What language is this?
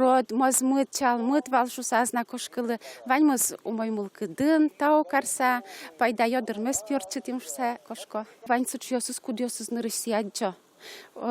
Udmurt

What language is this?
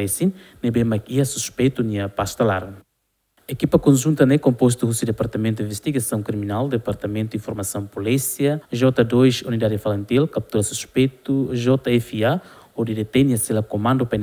Tetum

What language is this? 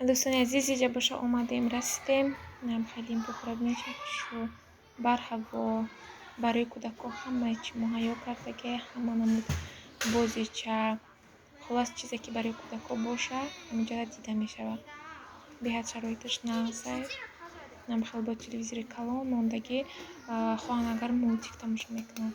Tajik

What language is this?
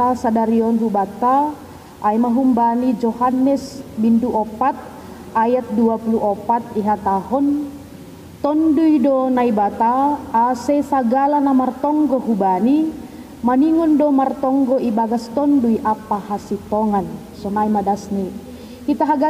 Batak Simalungun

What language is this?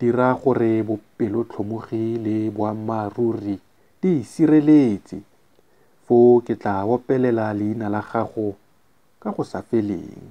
Tswana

